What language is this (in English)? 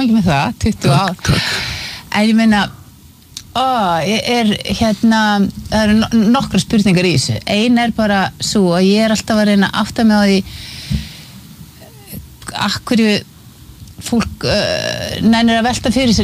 Icelandic